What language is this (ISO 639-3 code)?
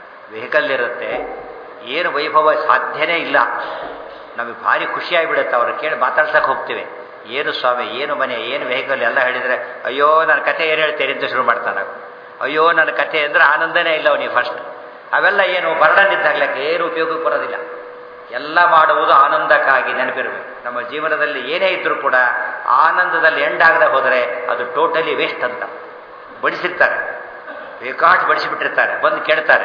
kan